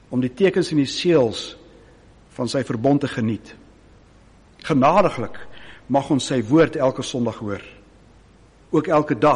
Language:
Afrikaans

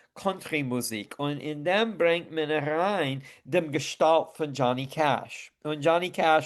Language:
Yiddish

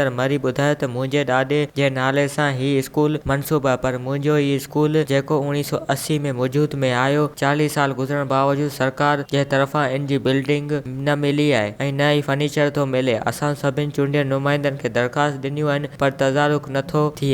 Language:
Sindhi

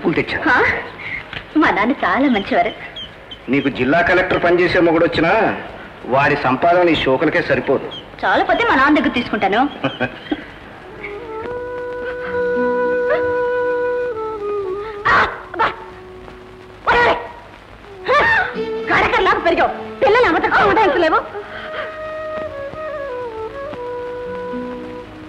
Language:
Telugu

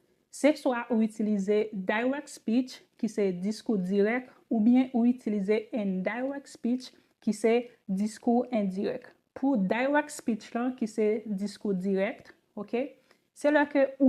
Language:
Haitian Creole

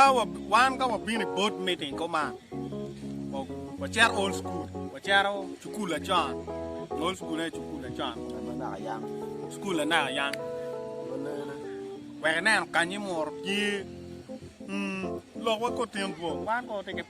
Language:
Acoli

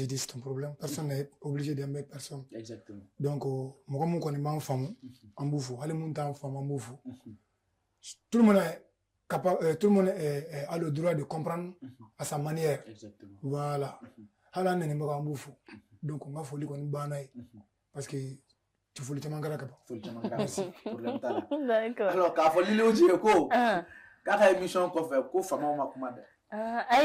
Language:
Bambara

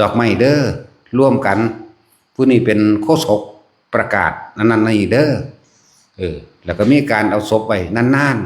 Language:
Lao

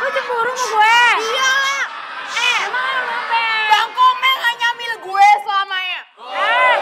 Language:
Betawi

